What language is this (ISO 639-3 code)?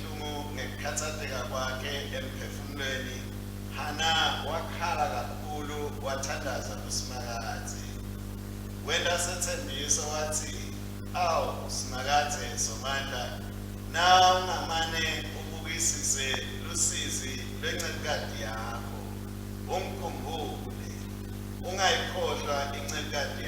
ssw